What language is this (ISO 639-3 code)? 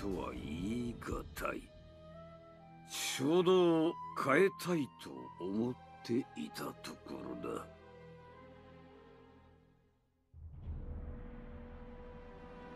jpn